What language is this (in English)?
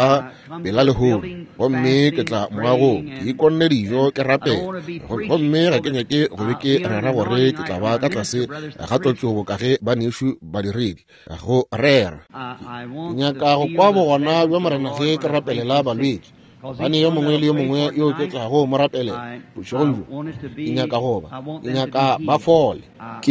Northern Sotho